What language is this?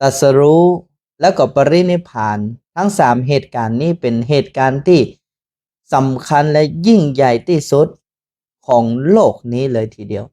Northern Thai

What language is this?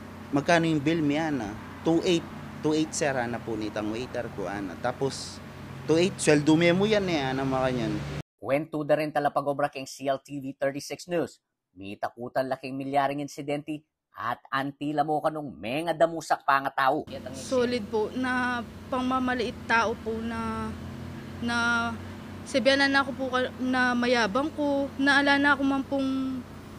Pampanga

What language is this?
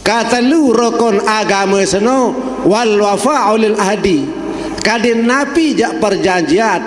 Sasak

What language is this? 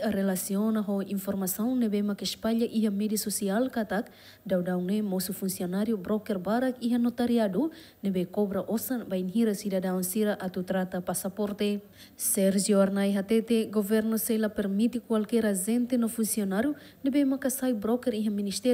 Tetum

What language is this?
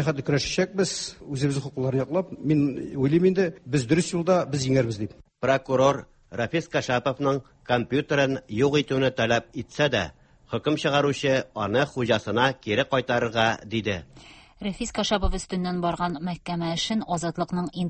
Tatar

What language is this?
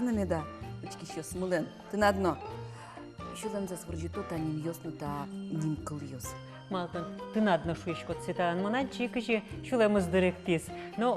Udmurt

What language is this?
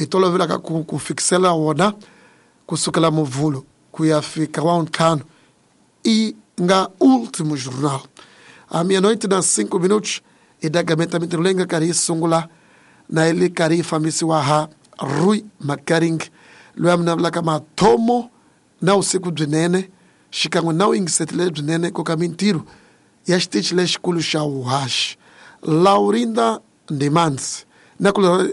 Tsonga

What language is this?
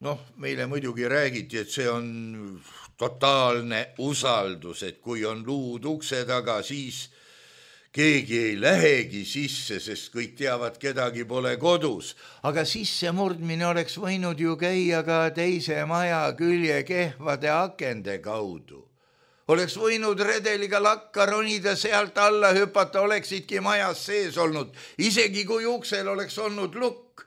Estonian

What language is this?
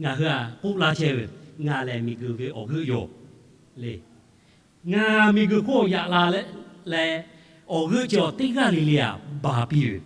Lahu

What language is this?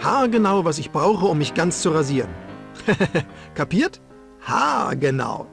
Bavarian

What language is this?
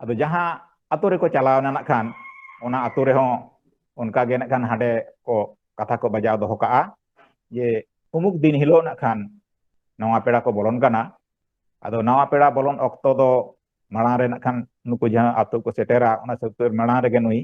Santali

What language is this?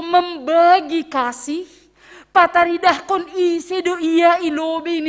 Batak Simalungun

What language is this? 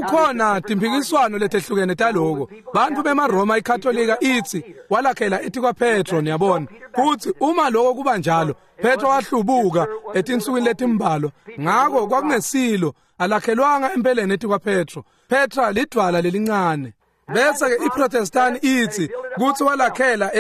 Swati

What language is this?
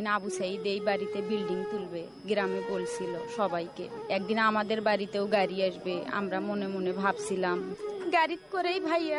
Bangla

